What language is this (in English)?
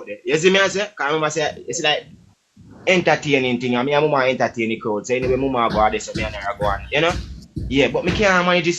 Jamaican Creole English